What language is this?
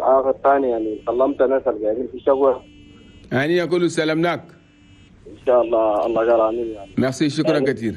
Chadian Arabic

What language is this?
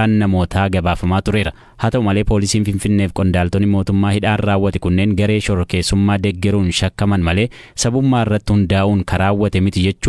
Oromo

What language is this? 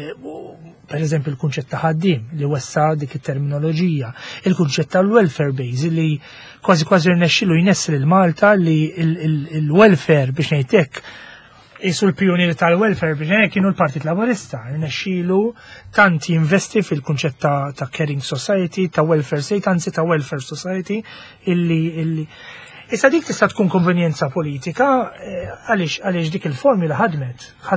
Maltese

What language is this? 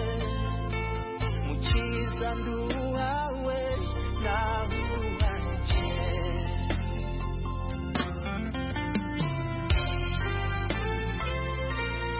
Kinyarwanda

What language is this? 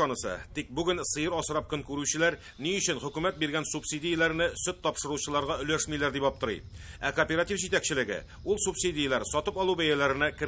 Tatar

